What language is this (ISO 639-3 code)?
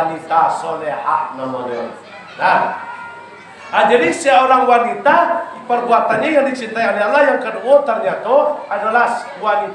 min